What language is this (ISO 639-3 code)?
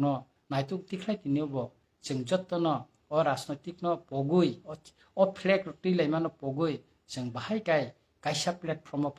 trp